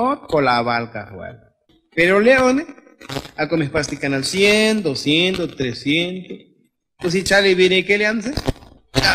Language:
Tzotzil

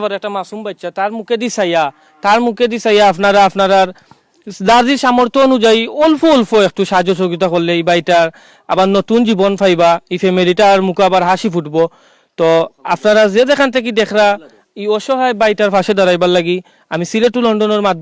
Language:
Sylheti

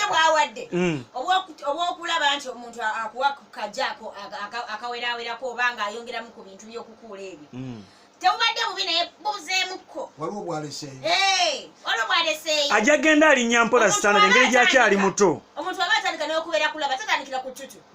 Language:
Ganda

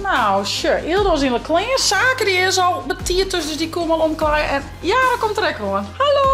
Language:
Western Frisian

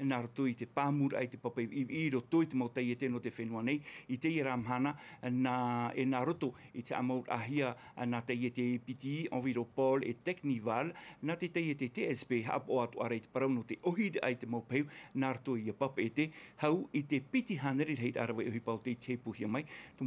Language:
Tahitian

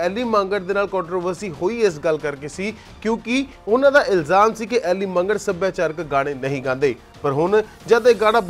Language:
Punjabi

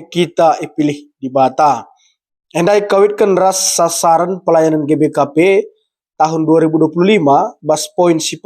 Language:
Batak Karo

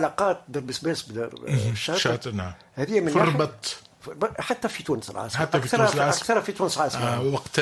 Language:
Tunisian Arabic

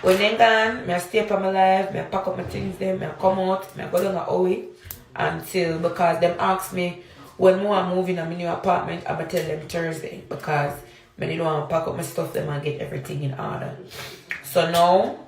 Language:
Jamaican Creole English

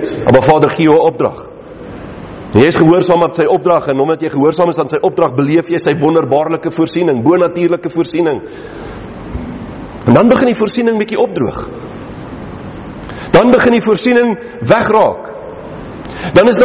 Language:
Afrikaans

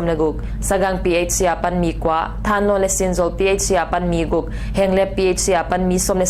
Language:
Paite Chin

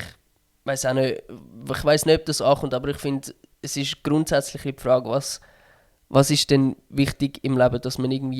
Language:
Swiss German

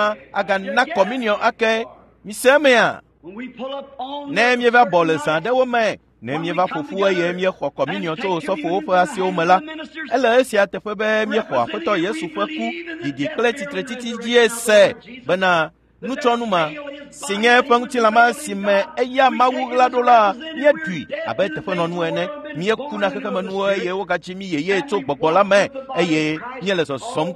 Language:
Ewe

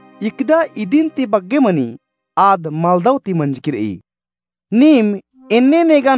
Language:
Kurukh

